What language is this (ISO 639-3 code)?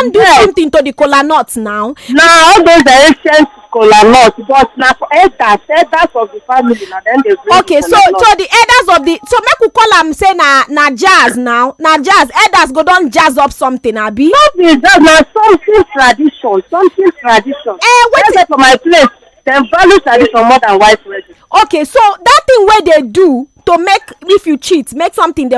pcm